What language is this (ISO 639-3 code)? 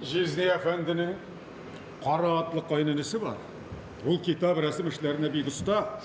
tat